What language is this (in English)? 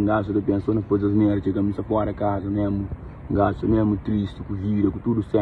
Kabuverdianu